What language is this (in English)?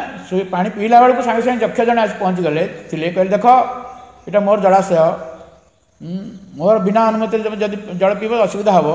Odia